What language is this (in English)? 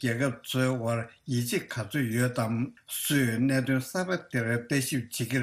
Tibetan